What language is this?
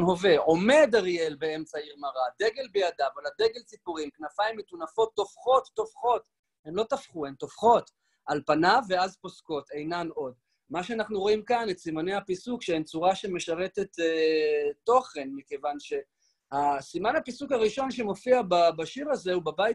Hebrew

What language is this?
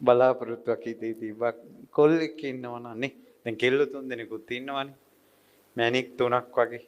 Sinhala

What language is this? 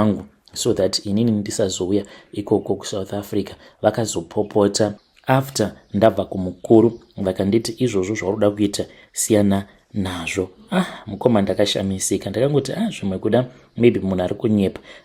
Shona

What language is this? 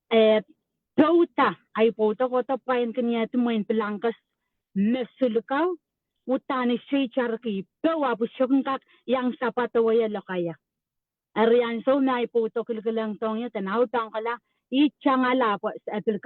Pohnpeian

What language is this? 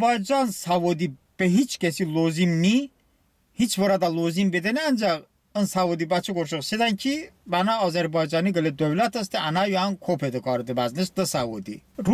Talysh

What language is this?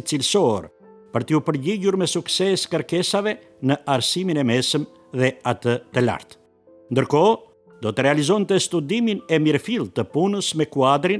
Albanian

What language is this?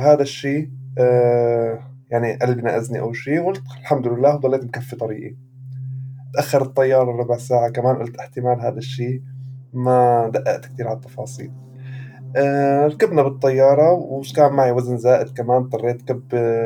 North Levantine Arabic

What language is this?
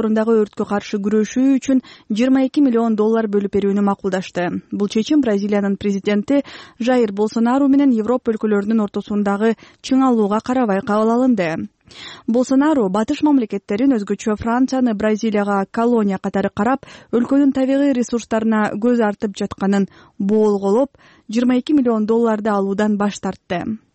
Kyrgyz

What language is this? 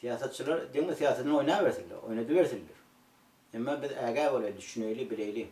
Turkmen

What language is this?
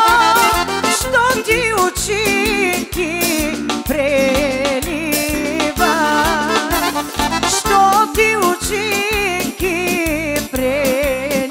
Bulgarian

